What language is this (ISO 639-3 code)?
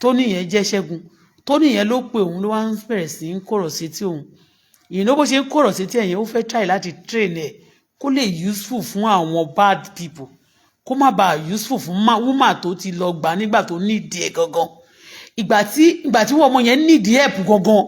yor